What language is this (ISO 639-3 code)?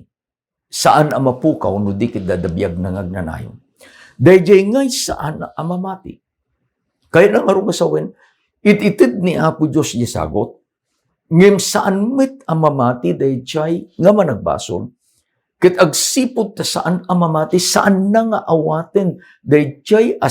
ilo